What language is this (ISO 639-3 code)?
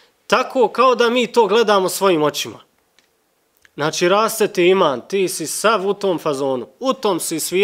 bos